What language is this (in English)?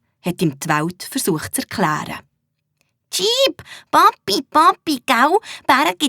Swiss German